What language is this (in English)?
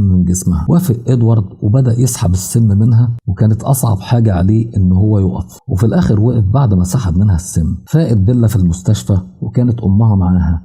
Egyptian Arabic